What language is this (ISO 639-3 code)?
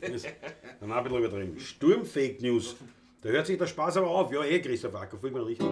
bar